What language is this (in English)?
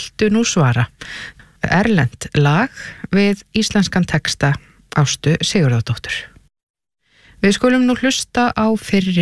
Icelandic